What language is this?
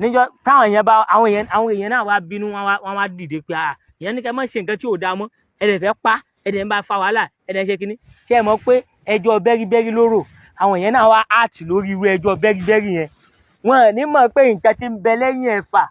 Yoruba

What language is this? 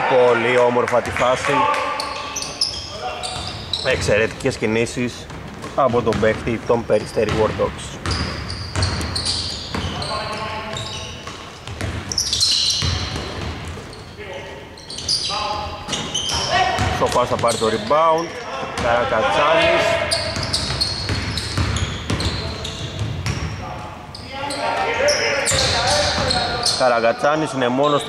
Greek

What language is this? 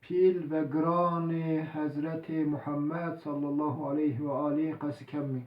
Zaza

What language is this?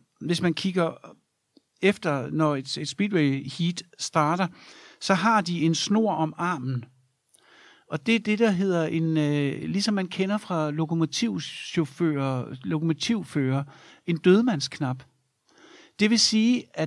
Danish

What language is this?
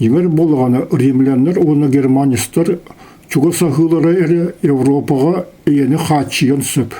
Yakut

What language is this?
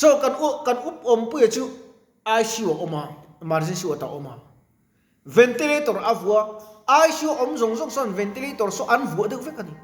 Mizo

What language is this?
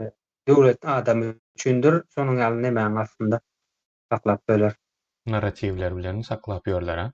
Turkmen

